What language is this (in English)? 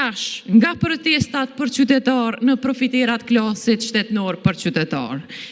Albanian